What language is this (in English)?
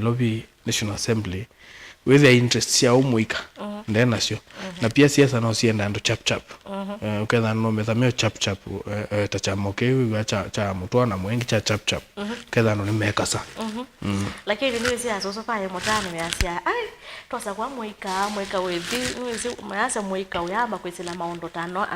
Kamba